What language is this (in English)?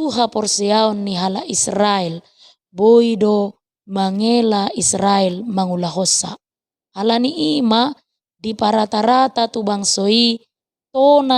Batak Toba